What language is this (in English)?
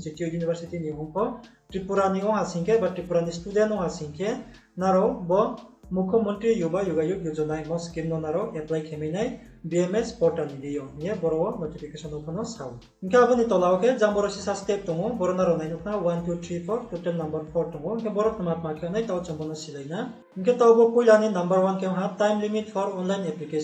Riang (India)